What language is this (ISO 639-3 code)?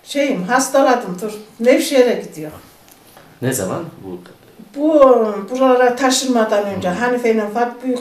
tur